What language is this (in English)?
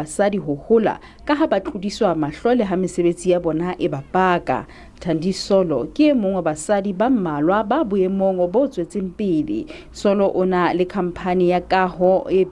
Tswana